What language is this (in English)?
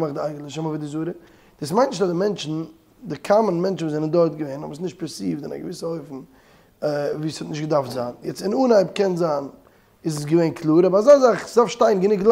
Yiddish